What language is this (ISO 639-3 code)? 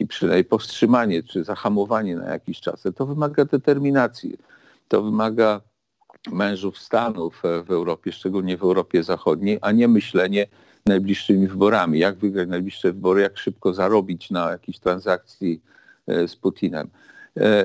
pol